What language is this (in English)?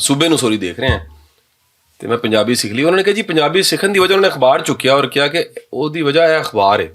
Western Panjabi